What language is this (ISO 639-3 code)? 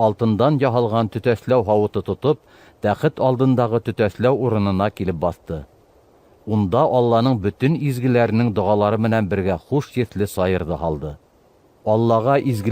bak